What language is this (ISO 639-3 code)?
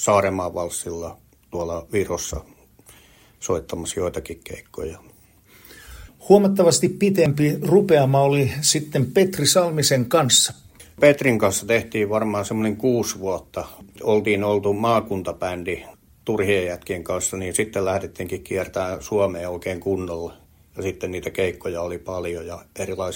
fin